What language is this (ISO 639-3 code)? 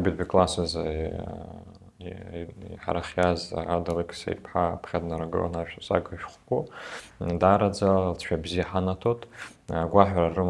abk